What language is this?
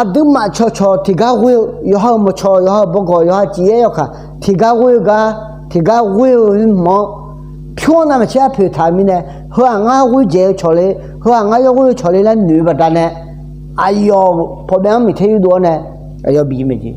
Akha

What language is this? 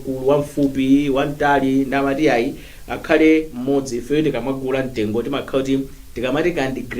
Nyanja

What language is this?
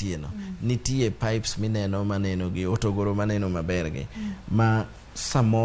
Luo (Kenya and Tanzania)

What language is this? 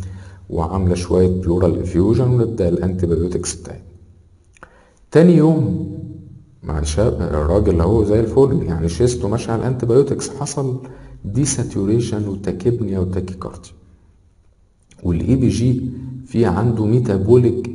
Egyptian Arabic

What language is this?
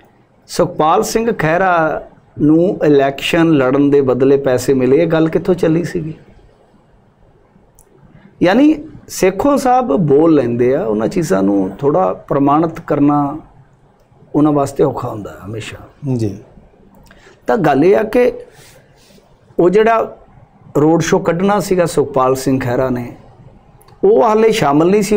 Punjabi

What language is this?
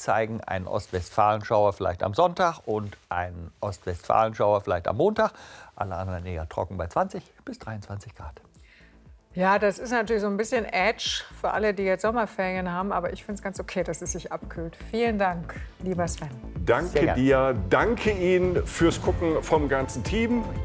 German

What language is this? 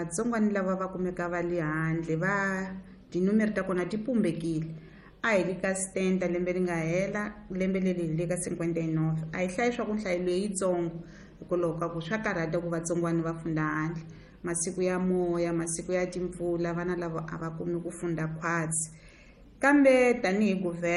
Tsonga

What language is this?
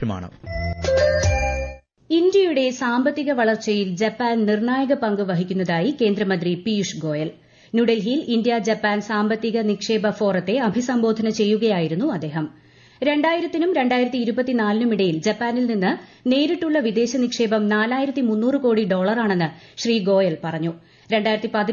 Malayalam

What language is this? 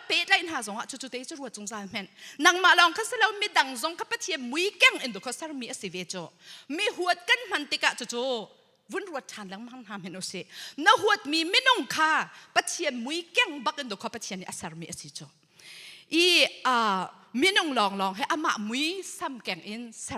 Hakha Chin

